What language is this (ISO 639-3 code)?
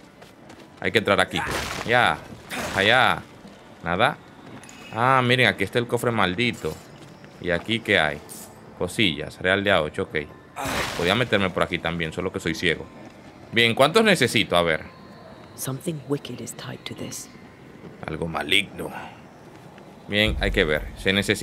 spa